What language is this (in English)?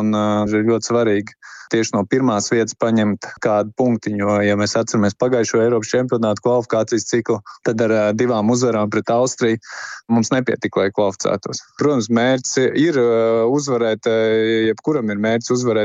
Latvian